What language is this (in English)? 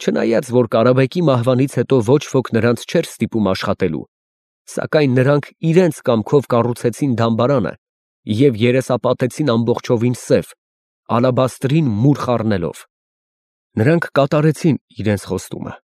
Armenian